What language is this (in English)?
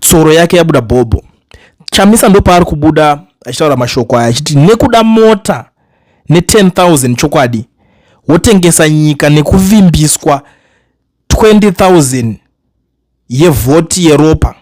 Shona